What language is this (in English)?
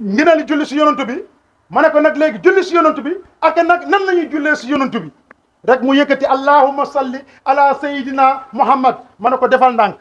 Wolof